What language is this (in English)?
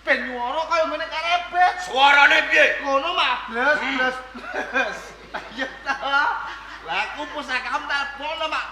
Javanese